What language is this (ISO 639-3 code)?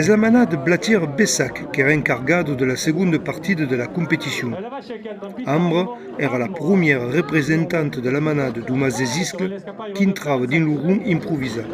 oci